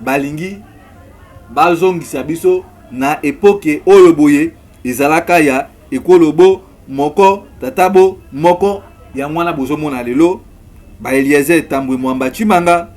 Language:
Lingala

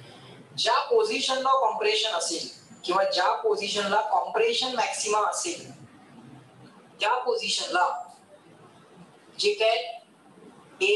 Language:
Marathi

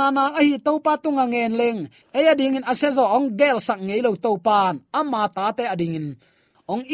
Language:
Tedim Chin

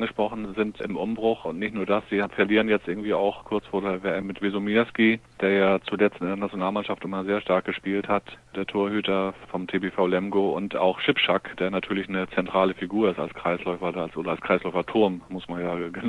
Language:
German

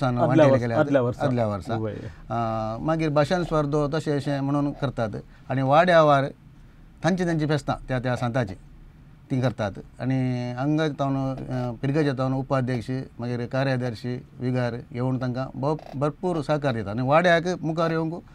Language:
Konkani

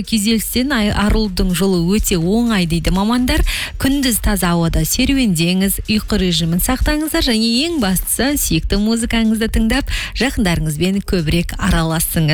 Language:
Kazakh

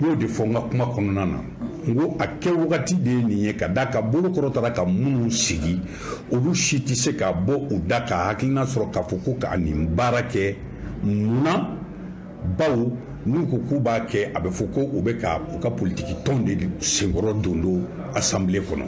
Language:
Bambara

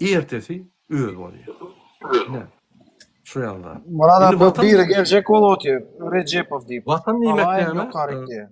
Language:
Turkmen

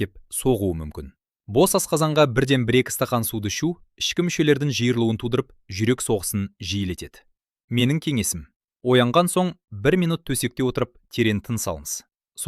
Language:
Kazakh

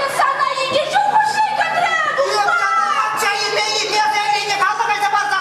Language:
Chuvash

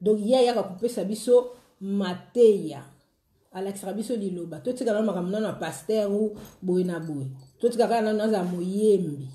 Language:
Lingala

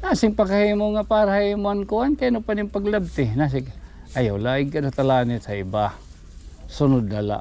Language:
Waray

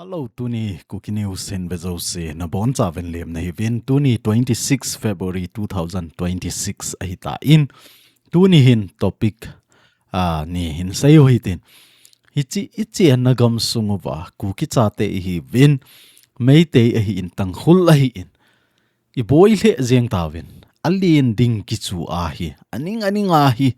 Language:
Thado Chin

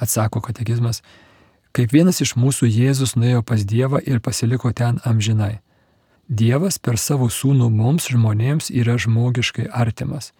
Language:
Lithuanian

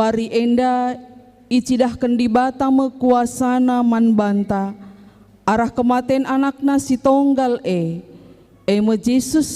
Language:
Batak Karo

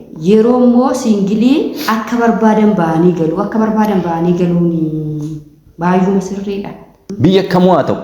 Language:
Oromo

